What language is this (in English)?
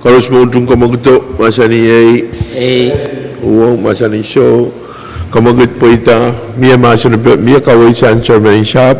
Pohnpeian